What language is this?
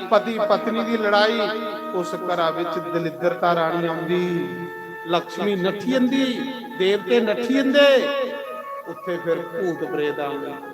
Dogri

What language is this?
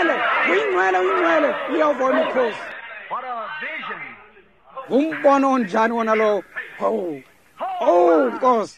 Xhosa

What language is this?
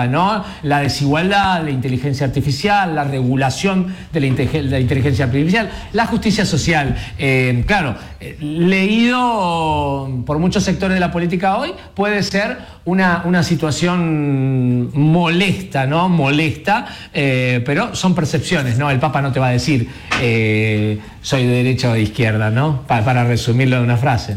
Spanish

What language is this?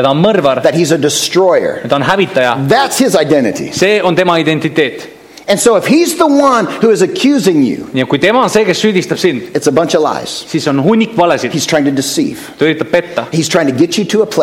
Estonian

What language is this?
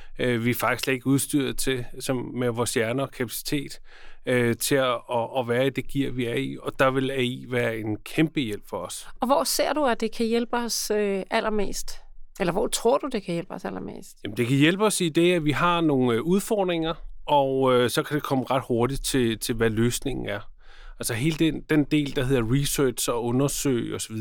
Danish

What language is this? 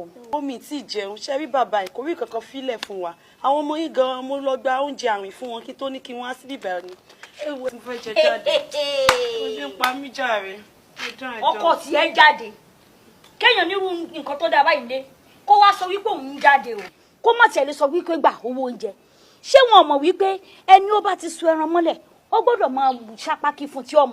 Yoruba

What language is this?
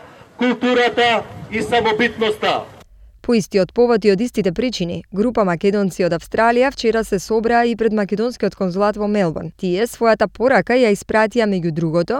Macedonian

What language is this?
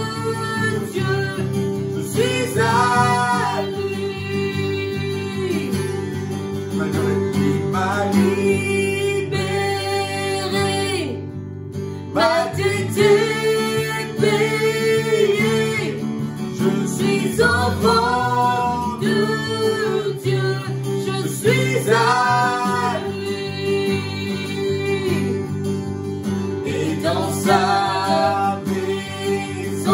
French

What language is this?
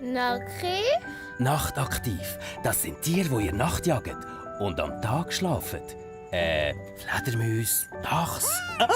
Swiss German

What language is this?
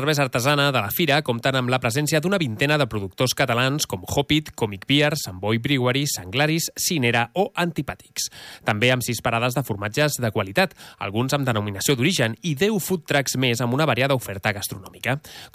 Catalan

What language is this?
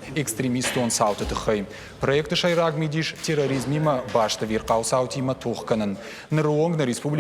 Ossetic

